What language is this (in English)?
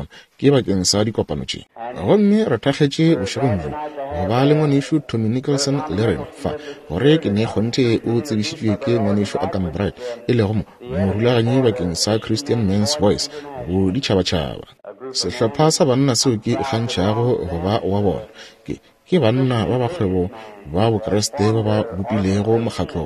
Northern Sotho